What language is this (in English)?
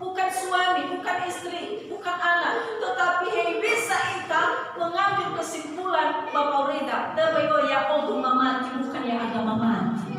Nias